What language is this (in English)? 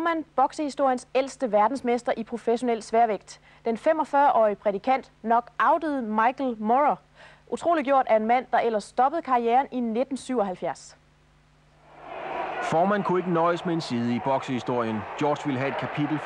Danish